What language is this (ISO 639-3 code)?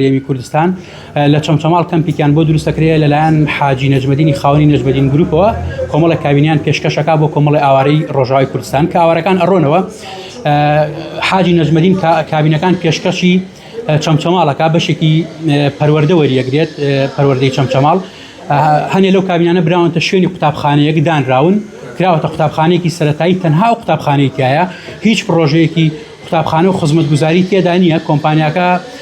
ckb